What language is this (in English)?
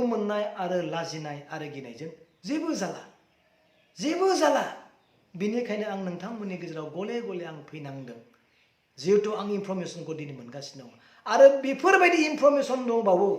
Bodo